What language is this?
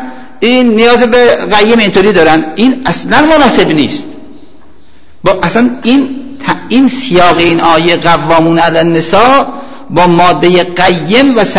Persian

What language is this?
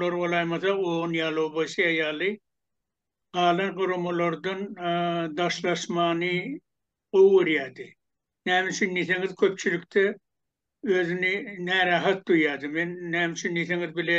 Turkmen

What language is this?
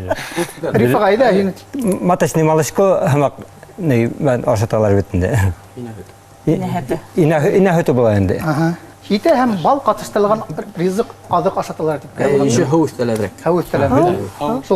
Bashkir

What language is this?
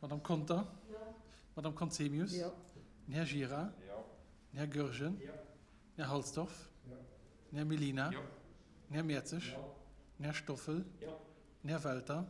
Luxembourgish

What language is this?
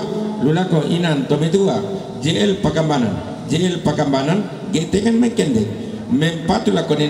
Toraja-Sa'dan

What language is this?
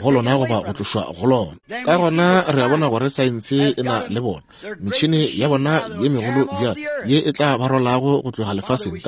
Northern Sotho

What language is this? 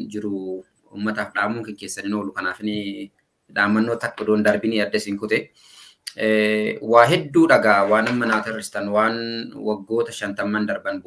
Oromo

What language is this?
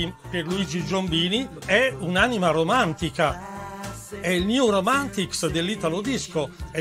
Italian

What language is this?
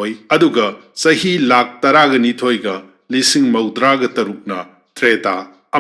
Manipuri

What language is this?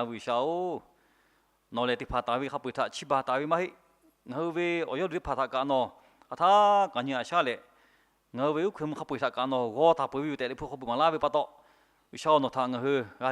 Lahu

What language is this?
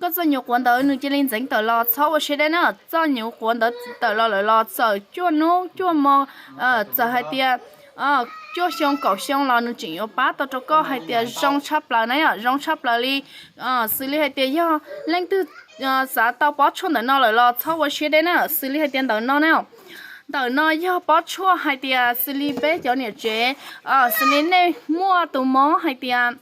Hmong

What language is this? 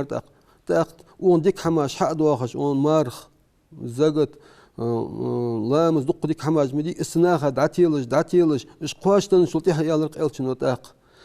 Ingush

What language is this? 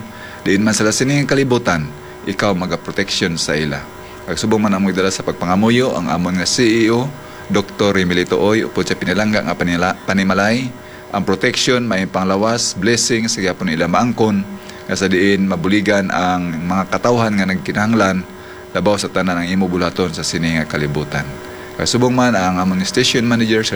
Hiligaynon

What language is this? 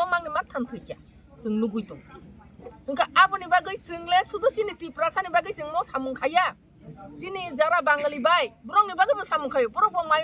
Kok Borok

